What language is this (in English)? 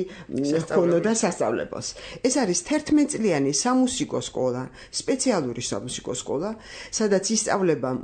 Georgian